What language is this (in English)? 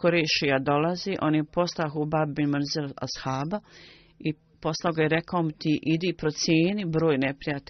Bosnian